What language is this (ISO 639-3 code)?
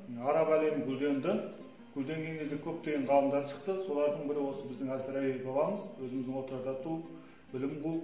kaz